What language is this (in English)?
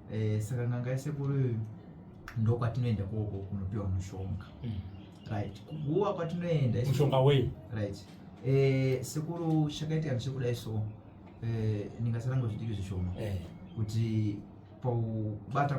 Shona